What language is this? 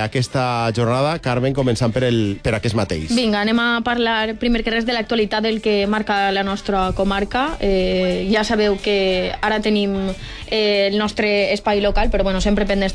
Catalan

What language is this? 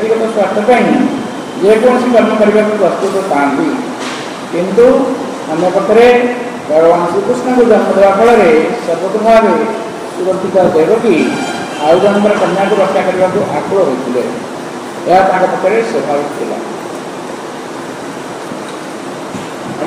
Odia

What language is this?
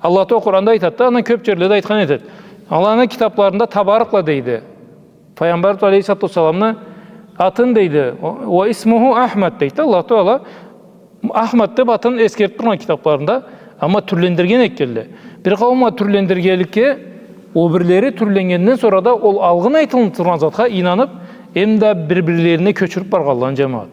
Karachay-Balkar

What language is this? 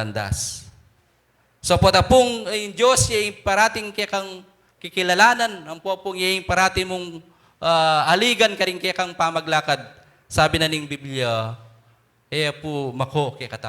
Pampanga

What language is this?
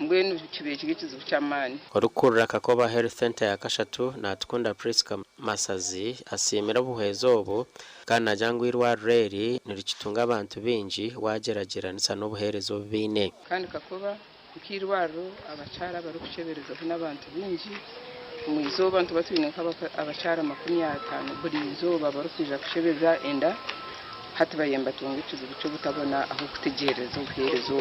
Nyankole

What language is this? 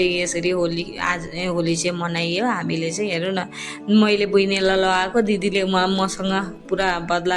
Nepali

